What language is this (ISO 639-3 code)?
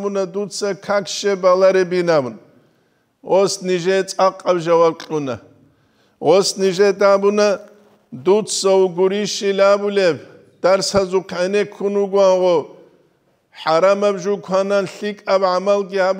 ava